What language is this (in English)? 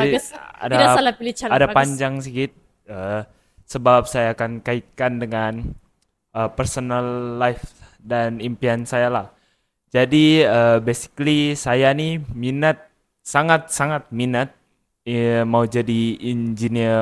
Malay